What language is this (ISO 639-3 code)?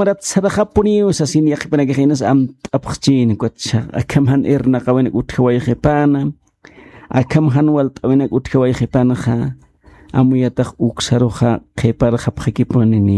aym